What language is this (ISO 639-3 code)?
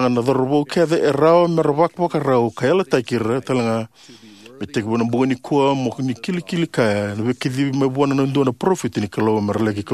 fij